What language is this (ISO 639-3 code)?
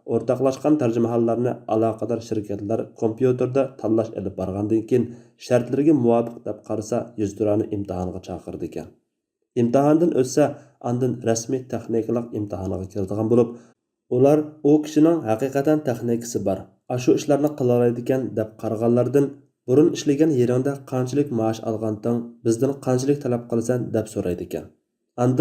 uig